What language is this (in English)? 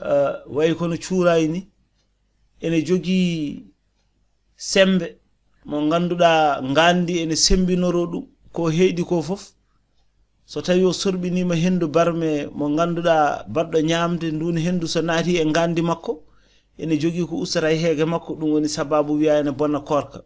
Fula